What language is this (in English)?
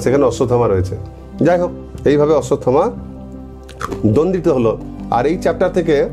Bangla